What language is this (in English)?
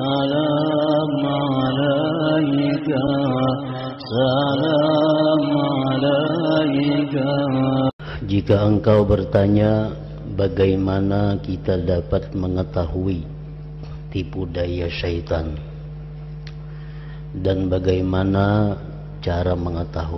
Indonesian